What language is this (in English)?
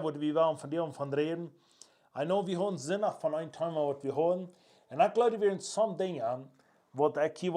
Plautdietsch